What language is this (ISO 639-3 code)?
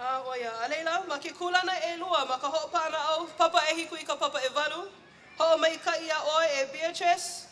haw